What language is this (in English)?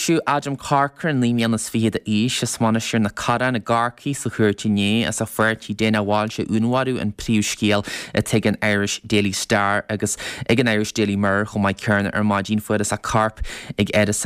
Irish